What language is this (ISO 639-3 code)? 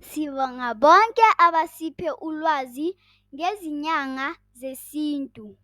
zul